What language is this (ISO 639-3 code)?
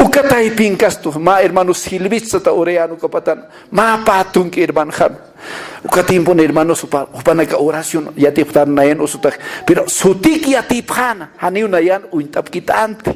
aym